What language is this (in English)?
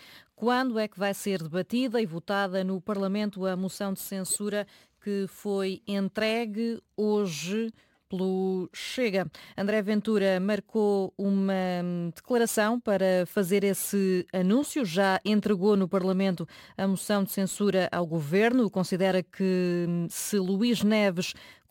Portuguese